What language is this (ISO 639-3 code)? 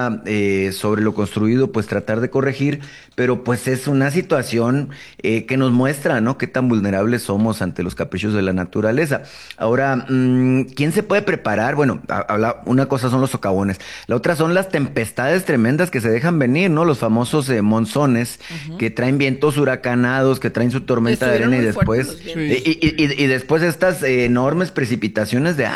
spa